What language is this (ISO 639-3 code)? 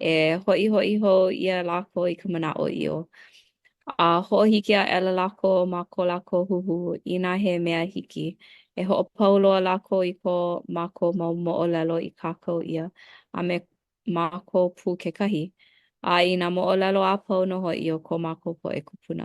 haw